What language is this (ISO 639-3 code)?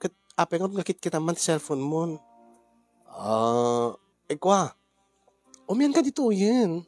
ilo